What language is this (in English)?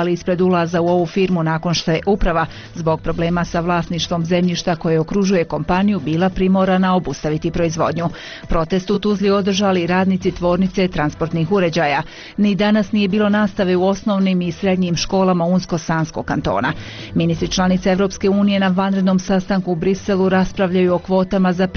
Bosnian